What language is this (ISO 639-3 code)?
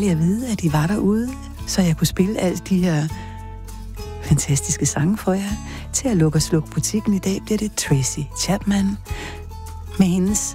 dan